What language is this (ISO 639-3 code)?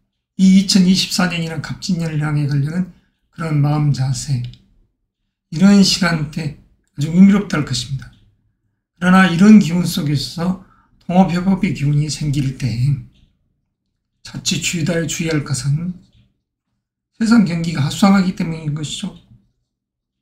kor